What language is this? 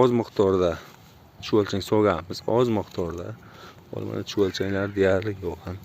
Uzbek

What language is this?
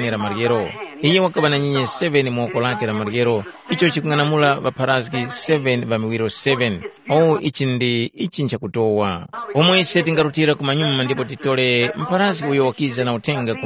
Tumbuka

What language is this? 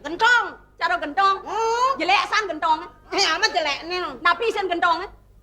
Balinese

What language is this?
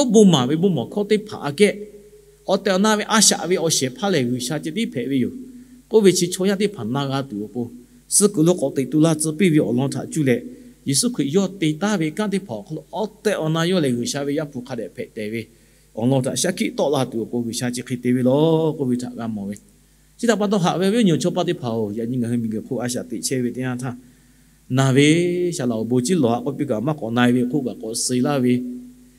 Lahu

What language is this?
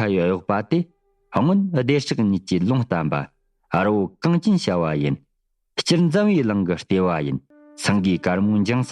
Tibetan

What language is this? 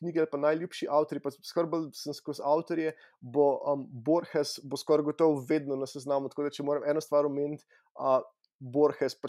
Slovenian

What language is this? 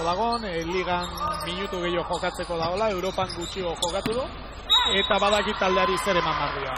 Basque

